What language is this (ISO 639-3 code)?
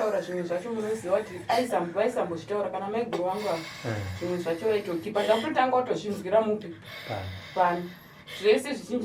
sna